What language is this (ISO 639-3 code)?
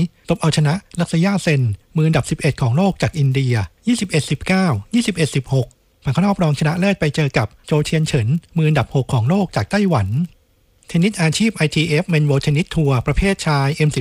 tha